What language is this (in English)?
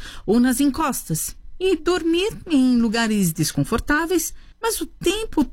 Portuguese